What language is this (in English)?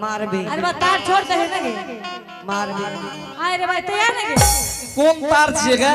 Angika